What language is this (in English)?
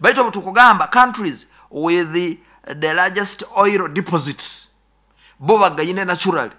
Nyoro